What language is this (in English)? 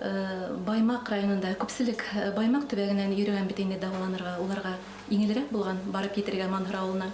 Bashkir